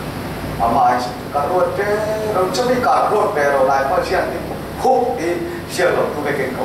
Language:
Falam Chin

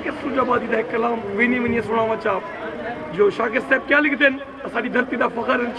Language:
Saraiki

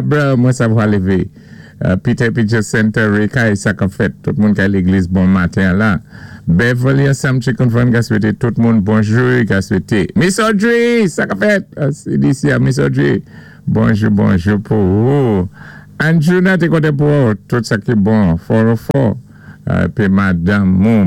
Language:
Saint Lucian Creole French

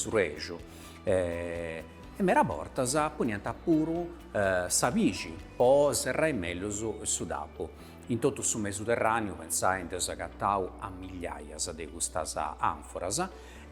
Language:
Sardinian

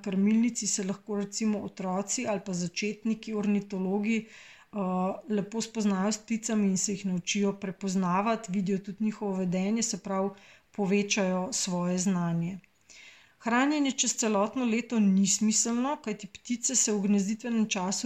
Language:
Slovenian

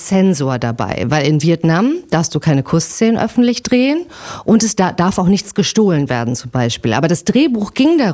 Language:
German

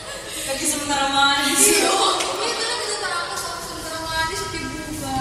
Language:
Manado Malay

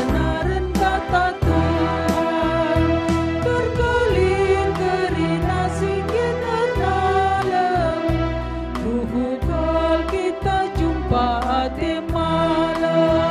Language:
Batak Karo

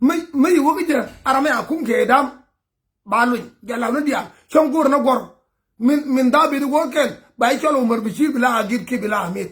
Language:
Nuer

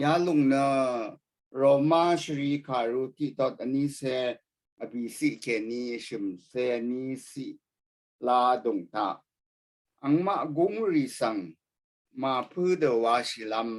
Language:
Rawang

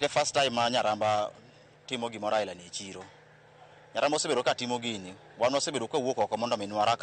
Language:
Luo (Kenya and Tanzania)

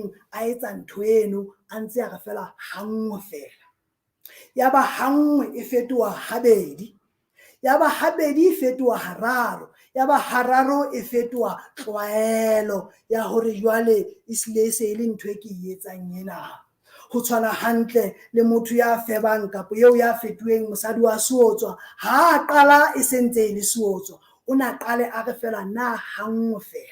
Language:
Southern Sotho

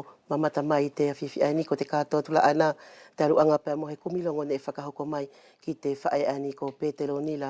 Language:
Wallisian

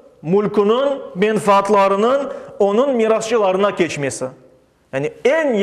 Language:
Crimean Tatar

